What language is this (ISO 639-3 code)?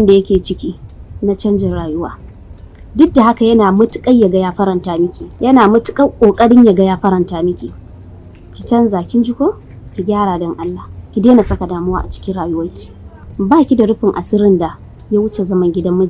hau